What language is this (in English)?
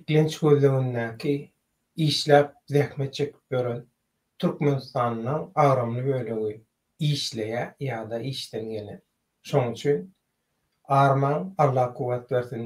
Turkmen